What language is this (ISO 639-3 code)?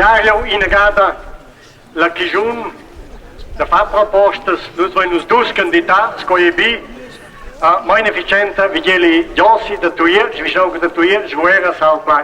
roh